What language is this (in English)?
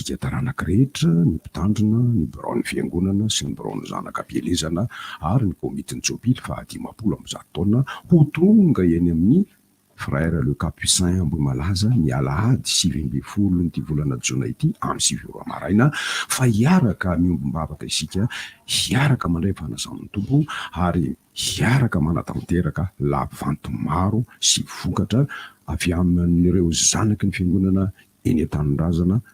Malagasy